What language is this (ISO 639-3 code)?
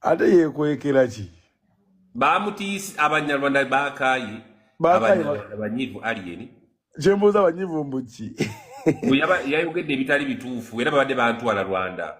lug